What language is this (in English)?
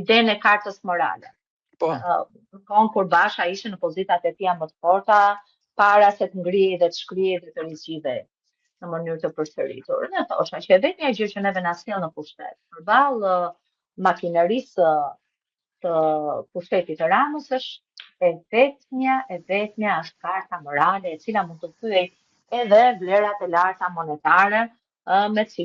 Albanian